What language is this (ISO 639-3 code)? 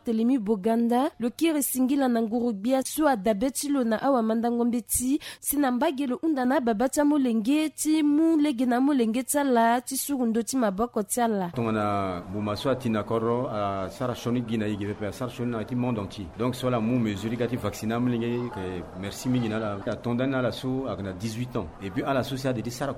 sag